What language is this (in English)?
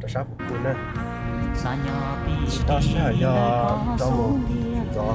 Hmong